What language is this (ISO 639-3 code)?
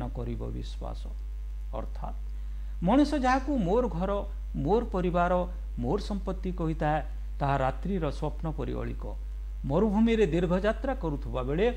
ori